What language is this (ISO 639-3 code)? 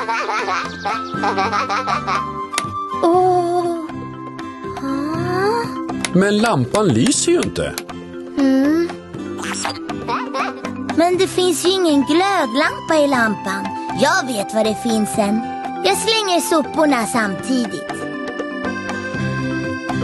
swe